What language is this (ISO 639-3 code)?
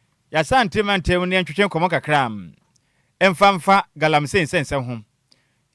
aka